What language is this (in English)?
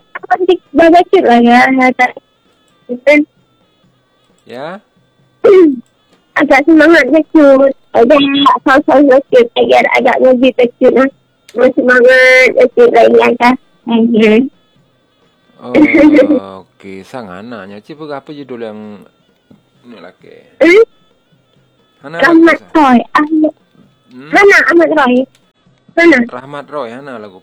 Malay